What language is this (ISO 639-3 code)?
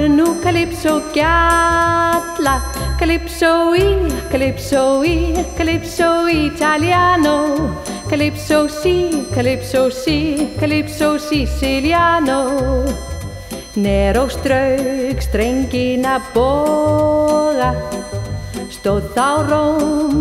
isl